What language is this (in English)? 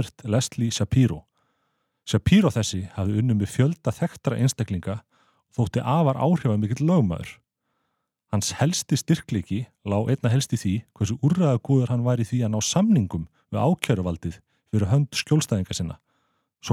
Icelandic